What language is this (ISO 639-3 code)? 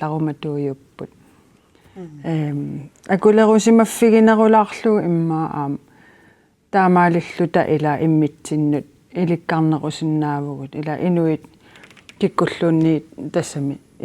kal